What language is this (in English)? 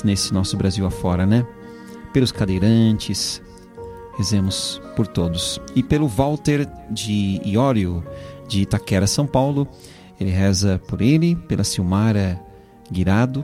Portuguese